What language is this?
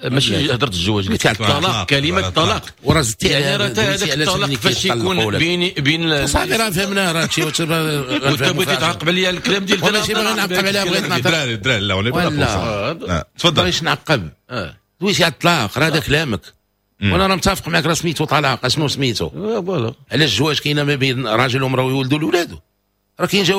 Moroccan Arabic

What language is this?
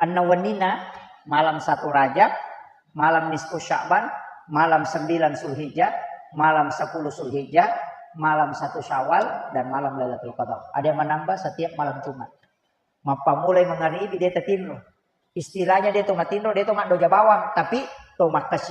Buginese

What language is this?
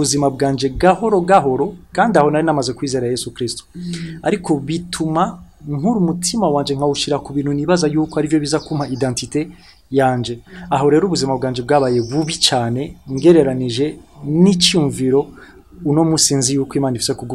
Rundi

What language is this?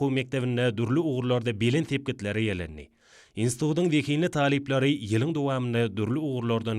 Turkmen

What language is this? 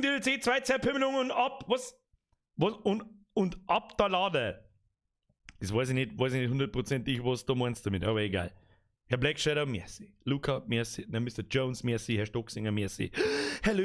Bavarian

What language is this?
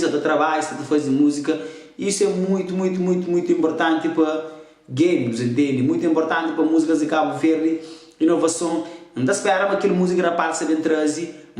Kabuverdianu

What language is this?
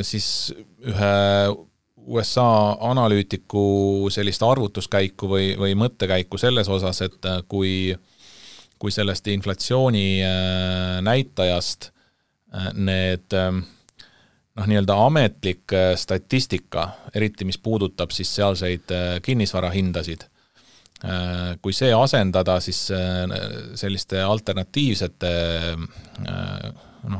Estonian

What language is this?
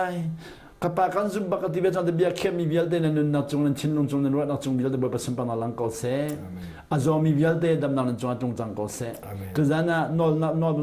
Hakha Chin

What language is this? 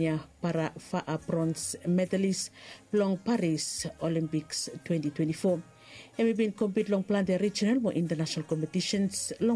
Bislama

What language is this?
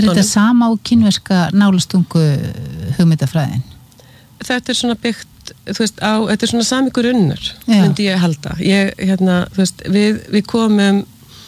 Icelandic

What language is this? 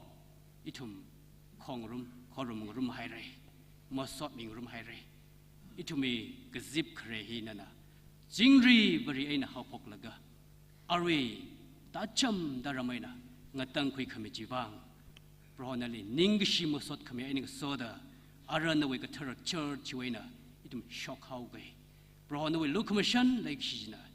Tangkhul Naga (India)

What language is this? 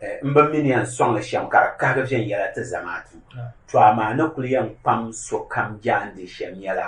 Dagbani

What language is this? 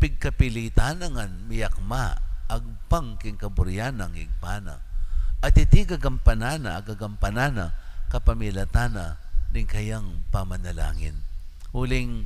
Pampanga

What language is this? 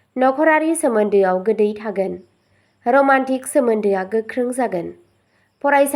Bodo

